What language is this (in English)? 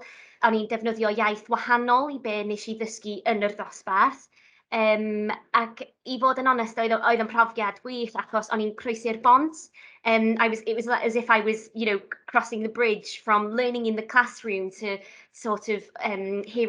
Welsh